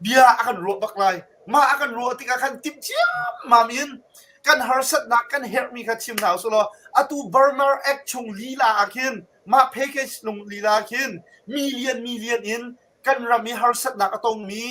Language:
Hakha Chin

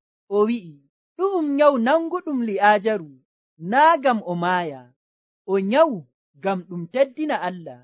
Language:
Nigerian Fulfulde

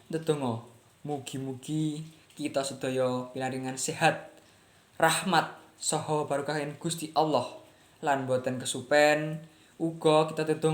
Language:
Javanese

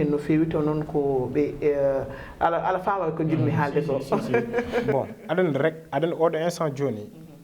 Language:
Fula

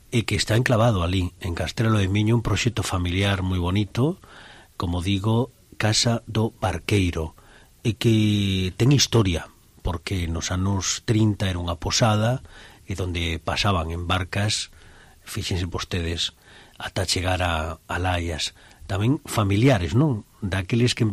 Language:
Galician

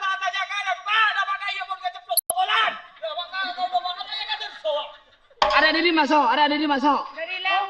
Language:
Madurese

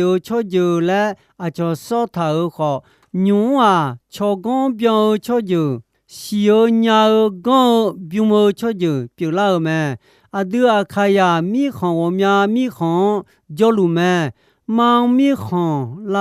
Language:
Akha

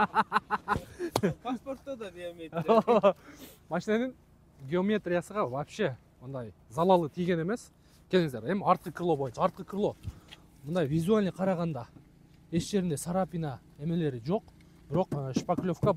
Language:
Kyrgyz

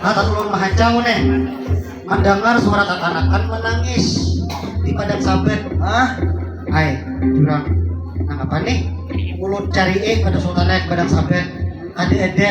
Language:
Banjar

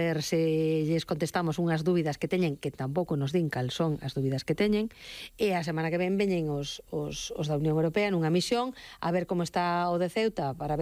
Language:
Galician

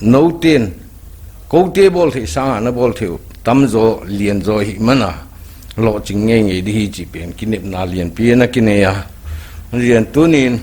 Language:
Paite Chin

